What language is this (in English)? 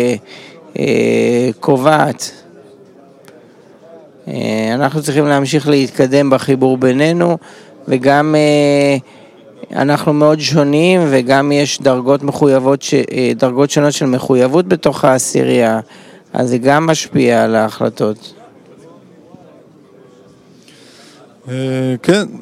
Hebrew